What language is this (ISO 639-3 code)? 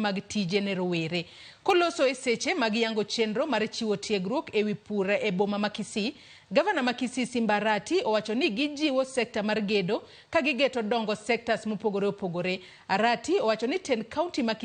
luo